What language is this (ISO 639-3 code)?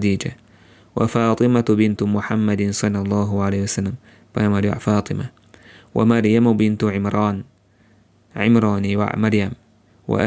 che